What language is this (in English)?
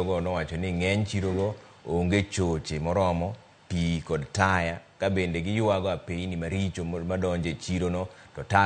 Luo (Kenya and Tanzania)